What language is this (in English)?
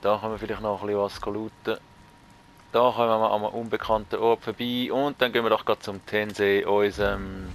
Swiss German